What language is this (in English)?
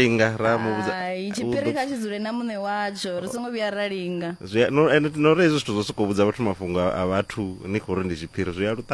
Venda